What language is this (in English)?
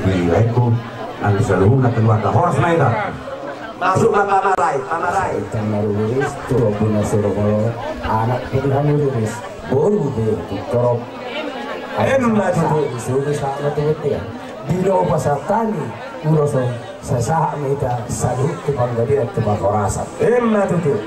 Batak Toba